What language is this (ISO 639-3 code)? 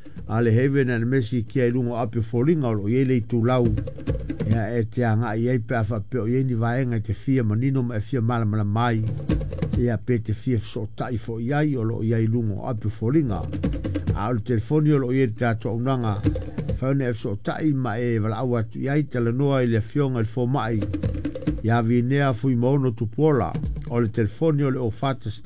smo